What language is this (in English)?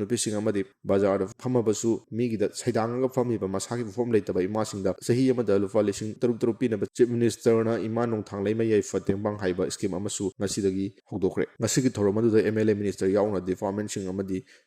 Manipuri